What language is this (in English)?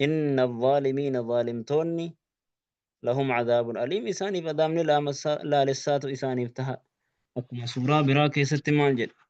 Oromo